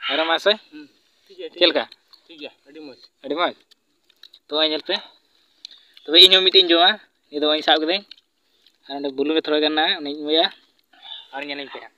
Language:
Santali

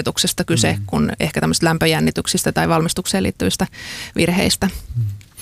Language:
Finnish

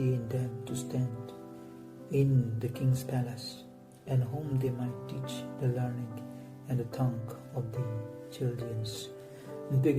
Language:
Southern Rengma Naga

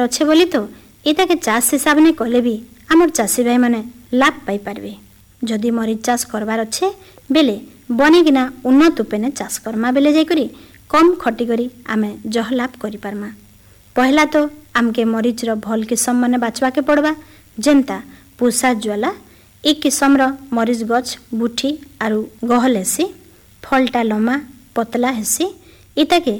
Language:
Odia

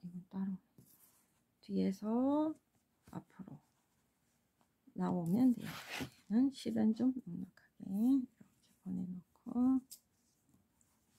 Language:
Korean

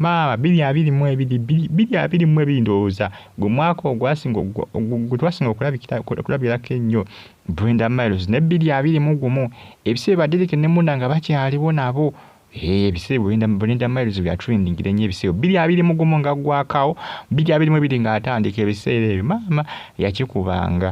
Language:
Ganda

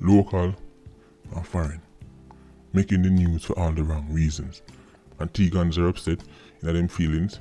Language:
Jamaican Creole English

